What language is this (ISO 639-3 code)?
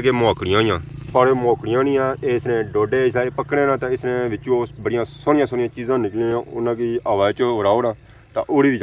phr